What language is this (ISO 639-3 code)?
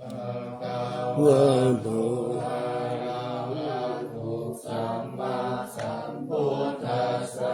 pli